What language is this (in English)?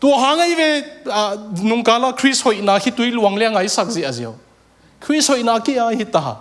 Tedim Chin